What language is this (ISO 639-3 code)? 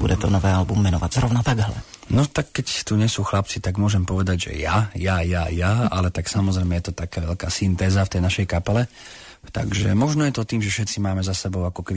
slk